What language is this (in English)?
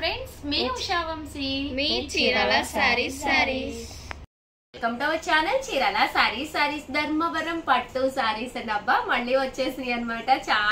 Telugu